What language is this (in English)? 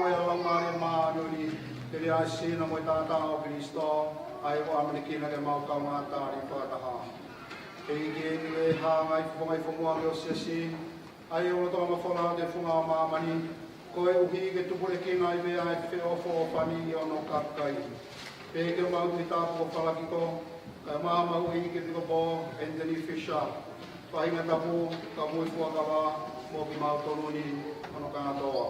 Tongan